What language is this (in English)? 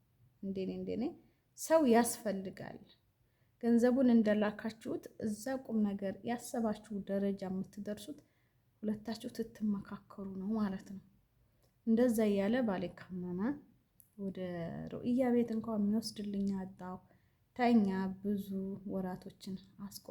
Amharic